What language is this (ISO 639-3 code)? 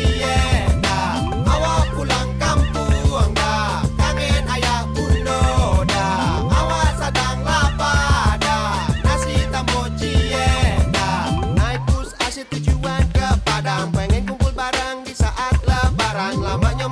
min